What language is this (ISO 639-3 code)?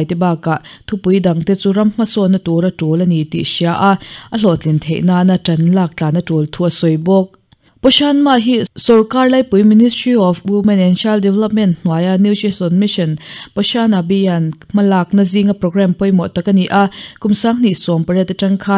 lus